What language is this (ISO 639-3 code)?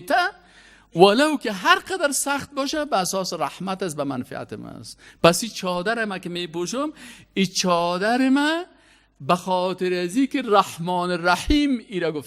fas